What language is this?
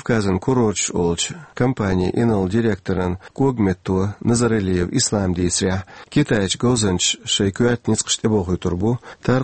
Chechen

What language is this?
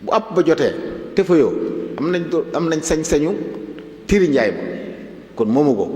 Wolof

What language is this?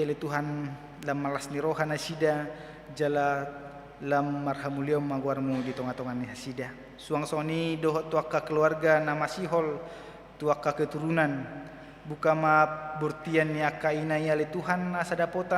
Batak Toba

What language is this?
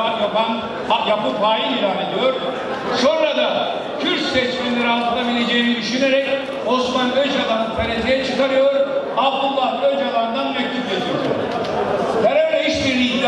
Turkish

